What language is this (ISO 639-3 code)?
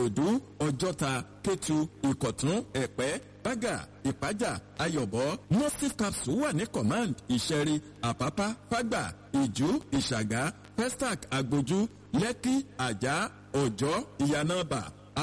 yor